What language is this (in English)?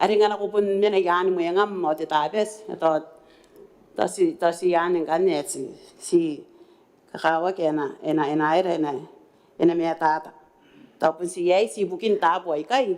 Gilbertese